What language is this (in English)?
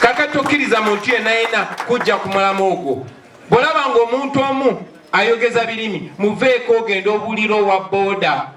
Ganda